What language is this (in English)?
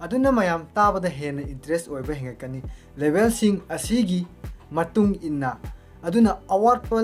Manipuri